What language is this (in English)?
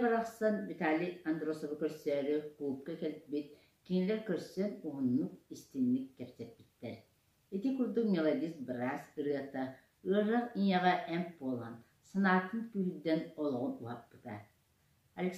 Yakut